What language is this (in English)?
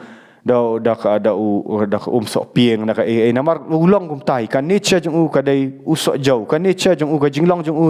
Khasi